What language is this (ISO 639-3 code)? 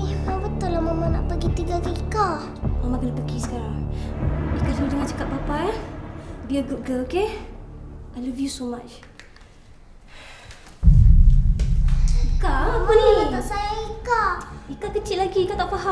msa